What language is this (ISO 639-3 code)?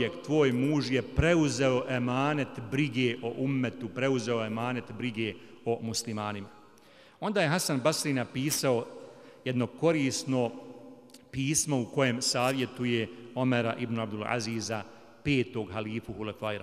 bos